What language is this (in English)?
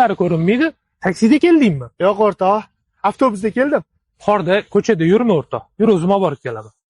Uzbek